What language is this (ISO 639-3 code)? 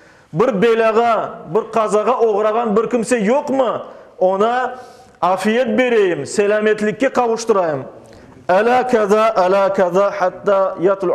crh